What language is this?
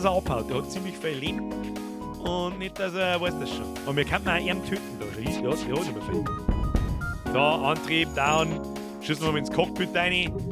Bavarian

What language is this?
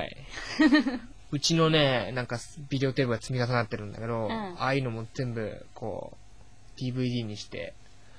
Japanese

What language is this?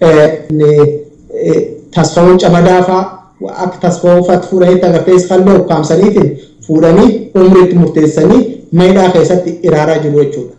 Oromo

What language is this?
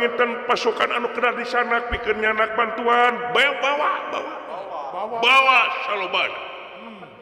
Sundanese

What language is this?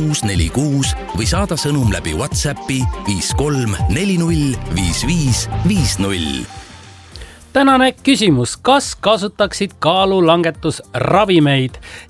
Estonian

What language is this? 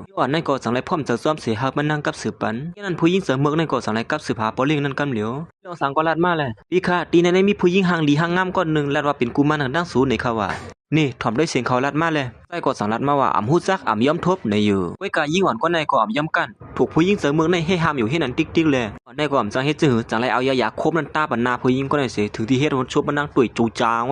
Shan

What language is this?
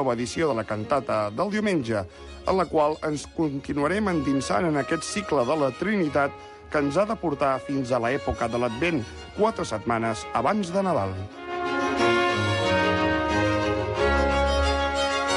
Catalan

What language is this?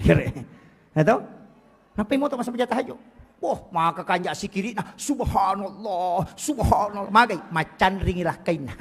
Buginese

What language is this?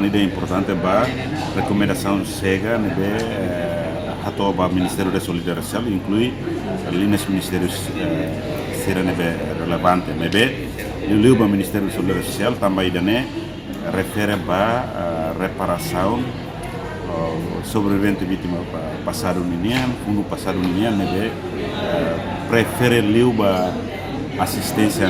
Tetum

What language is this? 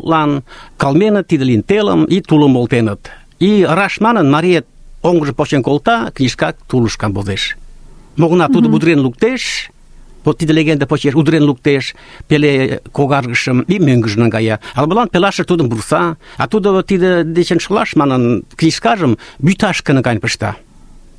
Mari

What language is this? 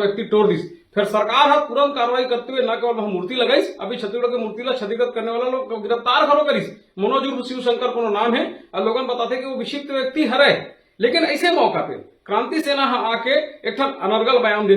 Chhattisgarhi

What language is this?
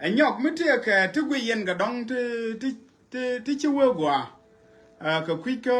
Nuer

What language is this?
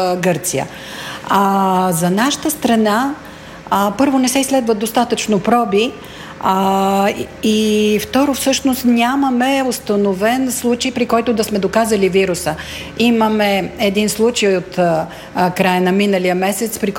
Bulgarian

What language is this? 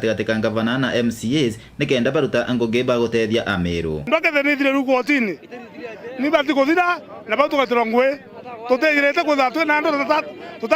Meru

